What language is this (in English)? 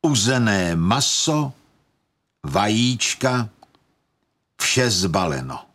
Czech